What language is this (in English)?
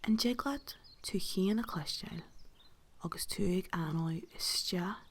Irish